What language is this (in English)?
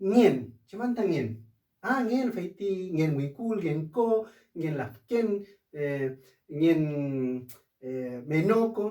Mapuche